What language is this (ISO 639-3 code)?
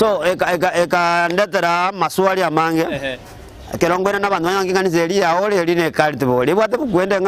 guz